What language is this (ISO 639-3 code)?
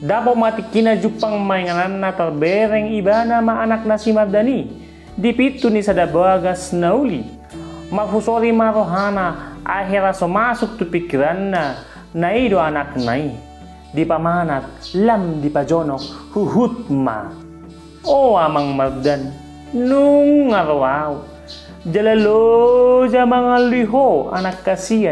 bbc